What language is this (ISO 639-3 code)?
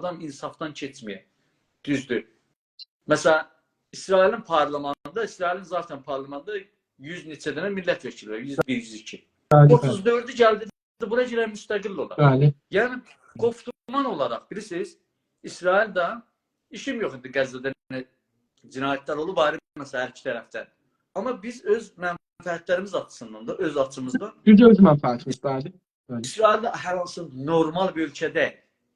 azb